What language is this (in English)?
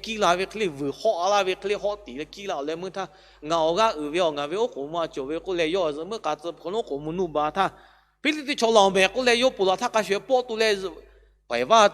Lahu